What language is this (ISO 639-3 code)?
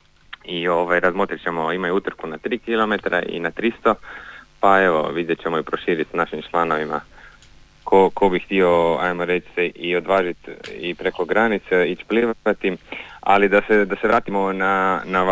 hrv